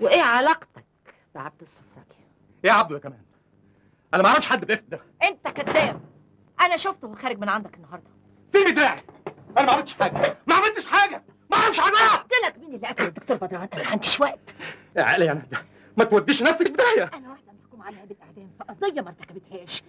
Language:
Egyptian Arabic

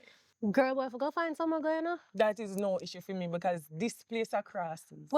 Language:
Jamaican Creole English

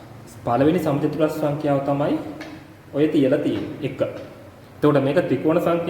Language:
Sinhala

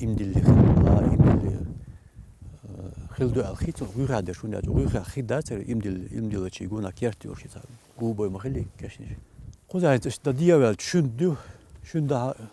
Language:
Chechen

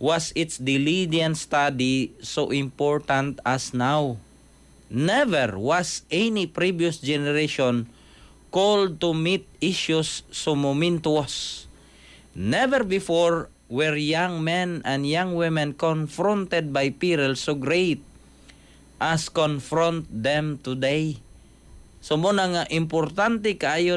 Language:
Cebuano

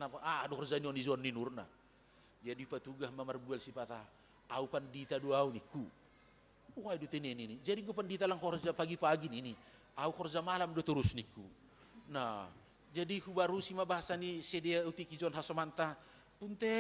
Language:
Batak Simalungun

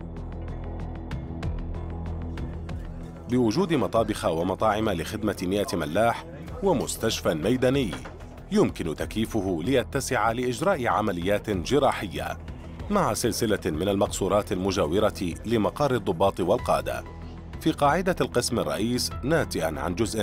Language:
Arabic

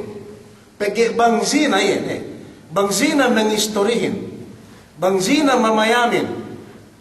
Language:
Yakan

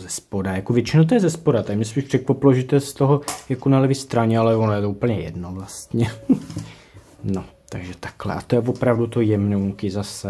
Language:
Czech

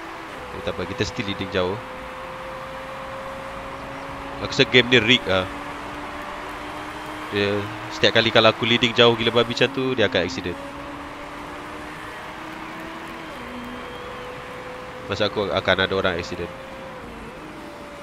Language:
Malay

